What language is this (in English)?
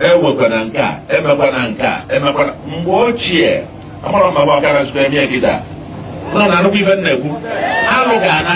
Igbo